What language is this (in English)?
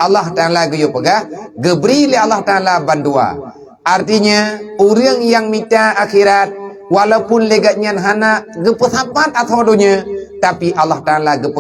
Achinese